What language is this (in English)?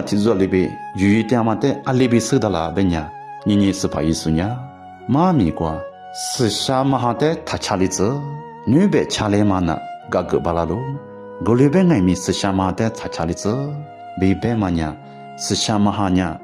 Lisu